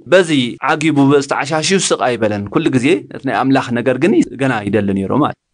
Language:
Tigrinya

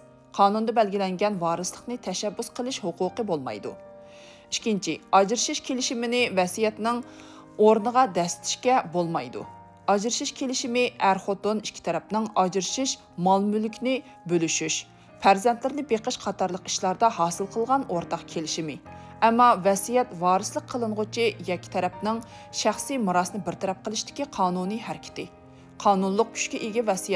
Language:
Uyghur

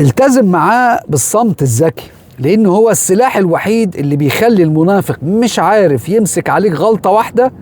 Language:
Egyptian Arabic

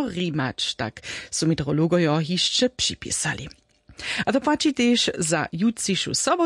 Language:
Upper Sorbian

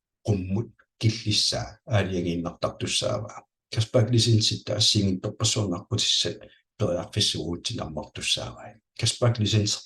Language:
Kalaallisut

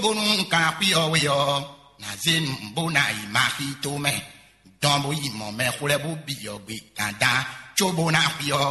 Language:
Fon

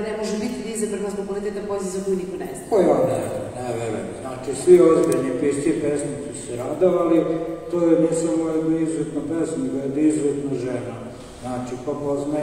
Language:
Serbian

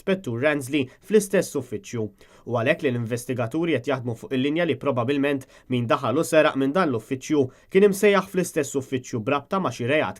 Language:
Maltese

